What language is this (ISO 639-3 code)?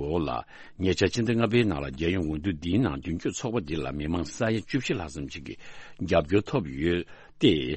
bod